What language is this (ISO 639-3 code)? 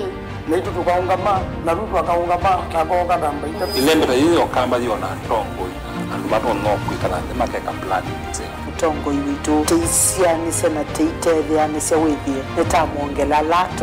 kam